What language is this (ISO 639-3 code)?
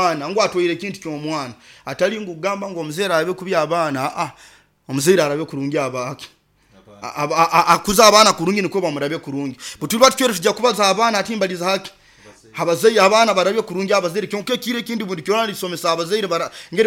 nyo